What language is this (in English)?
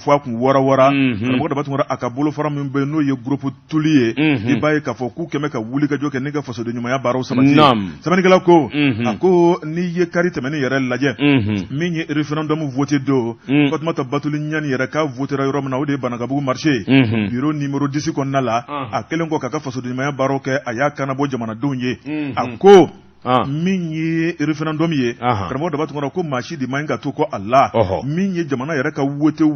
Bambara